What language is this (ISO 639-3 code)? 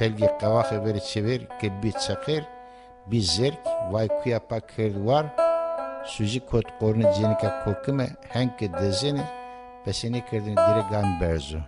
zza